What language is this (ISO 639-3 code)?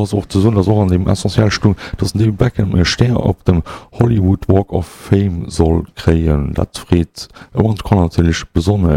ltz